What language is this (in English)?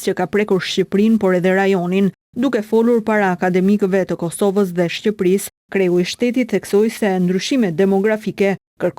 Albanian